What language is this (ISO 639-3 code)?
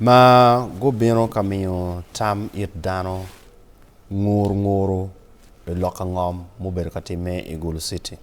ach